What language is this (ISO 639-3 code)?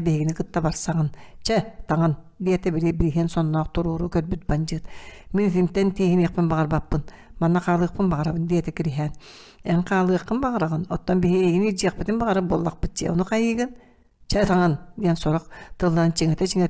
sah